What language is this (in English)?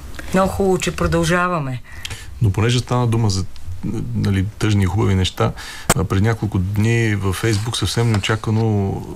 Bulgarian